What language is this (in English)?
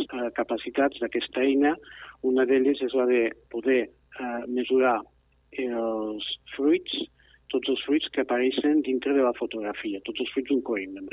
Catalan